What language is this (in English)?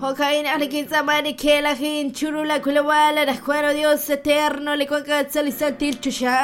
Kekchí